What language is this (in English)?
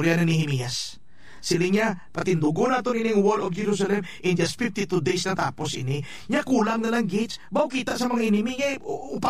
Hiligaynon